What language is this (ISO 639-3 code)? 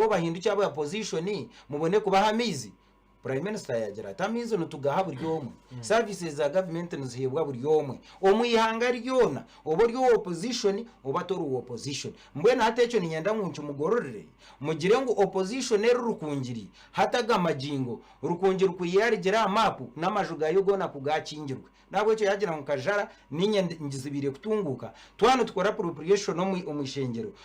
nyn